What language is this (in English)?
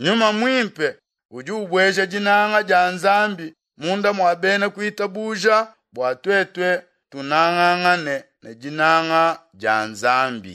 Luba-Lulua